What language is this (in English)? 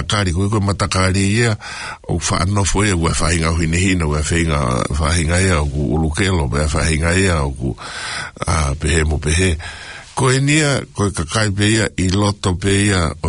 Tongan